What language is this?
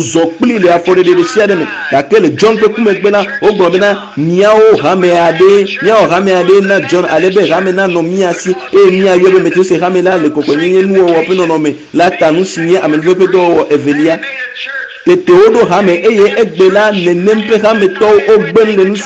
Ewe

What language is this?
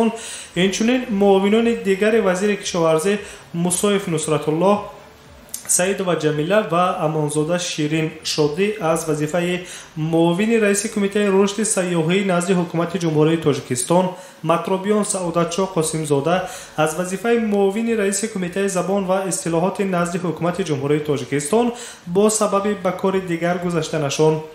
Tajik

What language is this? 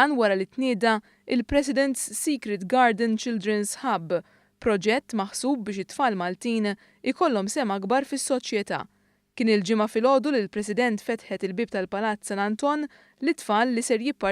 Maltese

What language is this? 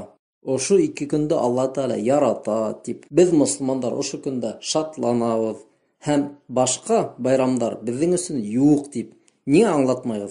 Bashkir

